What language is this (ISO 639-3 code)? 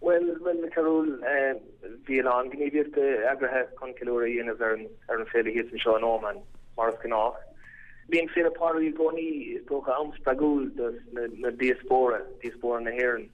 gle